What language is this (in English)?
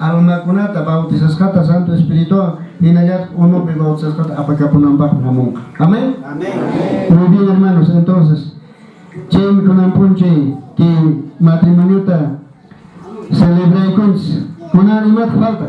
Quechua